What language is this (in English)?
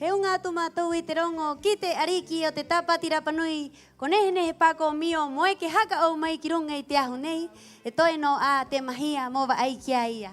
Rapanui